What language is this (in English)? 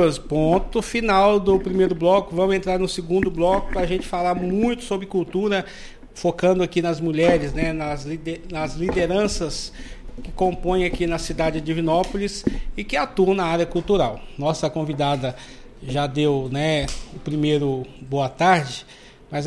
Portuguese